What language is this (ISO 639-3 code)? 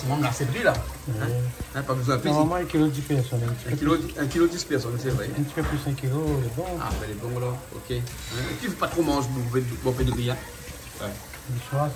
rcf